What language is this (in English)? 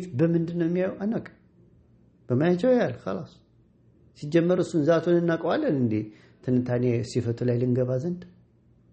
Amharic